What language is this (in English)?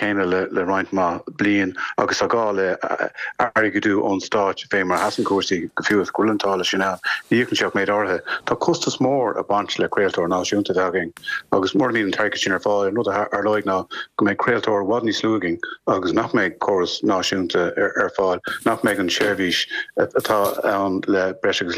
Irish